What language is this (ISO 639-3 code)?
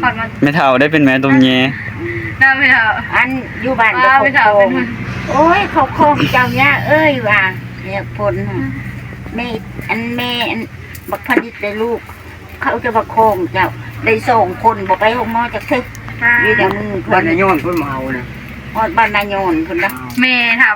tts